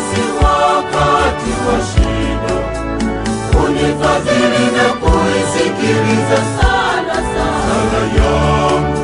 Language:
Swahili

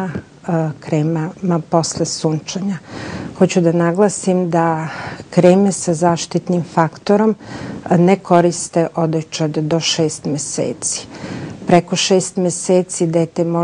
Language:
Serbian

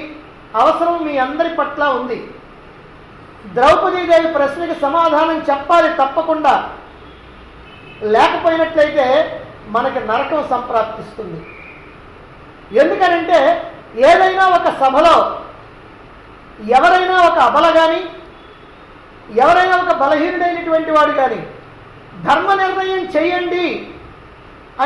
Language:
Telugu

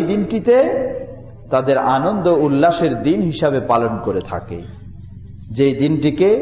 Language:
Bangla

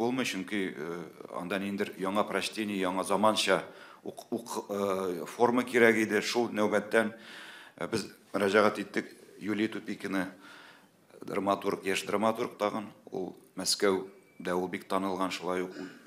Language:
Tatar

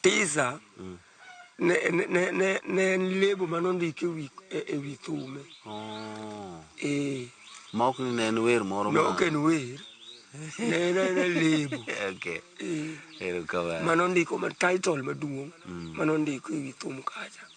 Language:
Luo (Kenya and Tanzania)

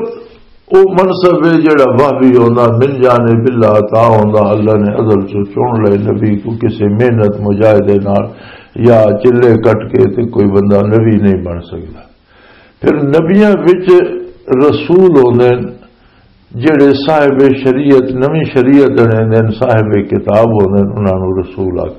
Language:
Western Panjabi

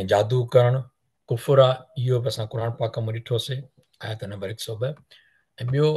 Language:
Sindhi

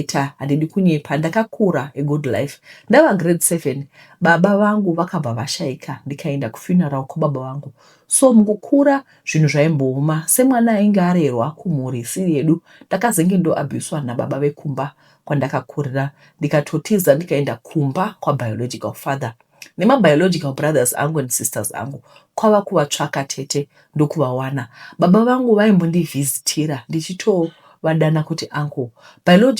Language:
Shona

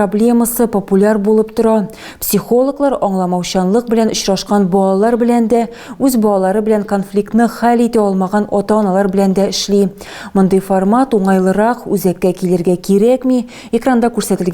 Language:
Tatar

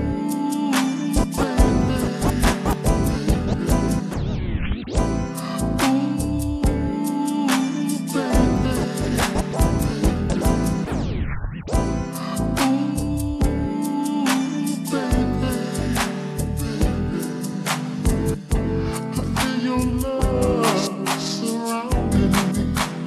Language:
English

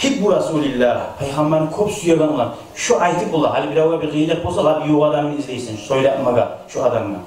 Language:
Kumyk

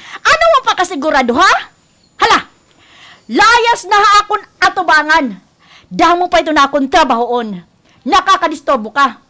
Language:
Waray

